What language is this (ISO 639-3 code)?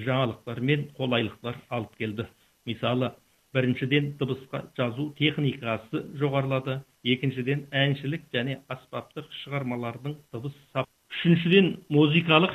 kaz